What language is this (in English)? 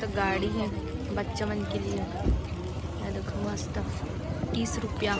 Chhattisgarhi